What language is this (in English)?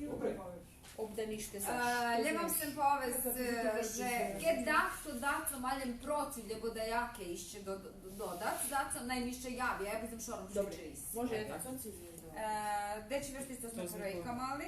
Rusyn